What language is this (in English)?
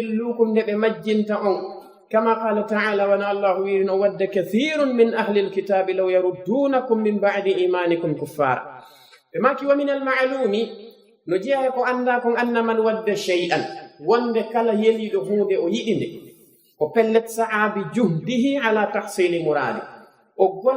Fula